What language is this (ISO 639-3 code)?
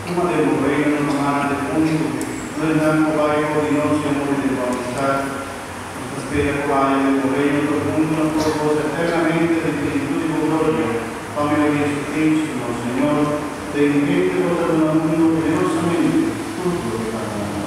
pap